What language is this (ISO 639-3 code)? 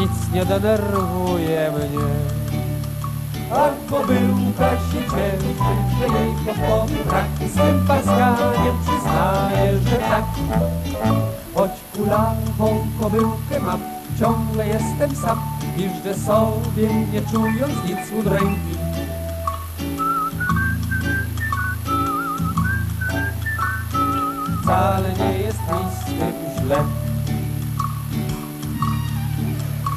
pol